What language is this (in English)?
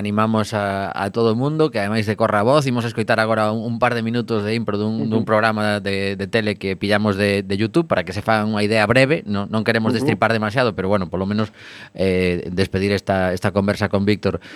Galician